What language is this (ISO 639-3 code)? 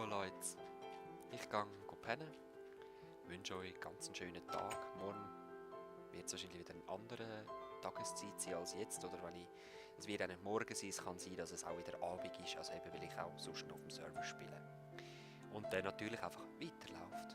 gsw